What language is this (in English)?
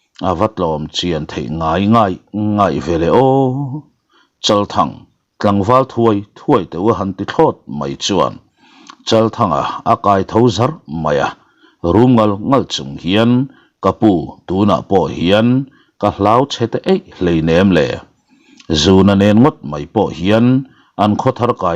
Mizo